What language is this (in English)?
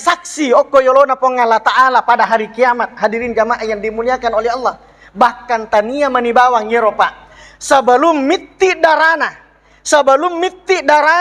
Buginese